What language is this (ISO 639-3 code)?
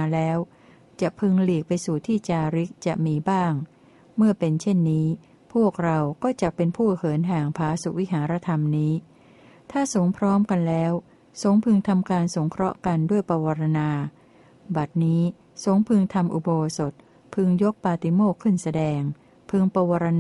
tha